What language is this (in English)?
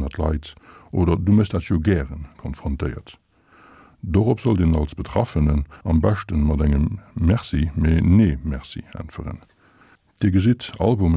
Luxembourgish